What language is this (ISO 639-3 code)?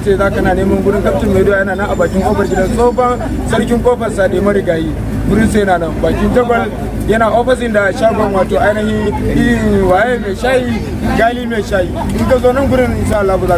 hau